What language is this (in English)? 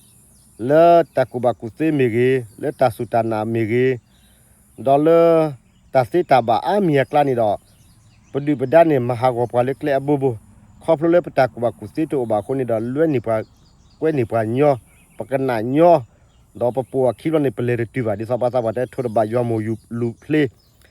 S'gaw Karen